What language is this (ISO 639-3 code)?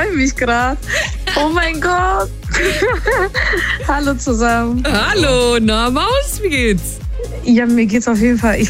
deu